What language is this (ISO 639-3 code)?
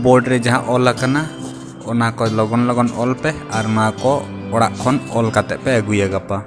sat